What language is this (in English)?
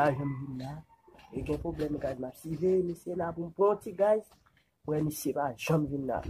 Haitian Creole